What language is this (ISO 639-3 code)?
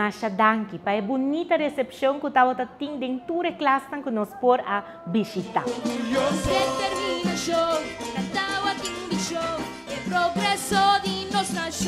pap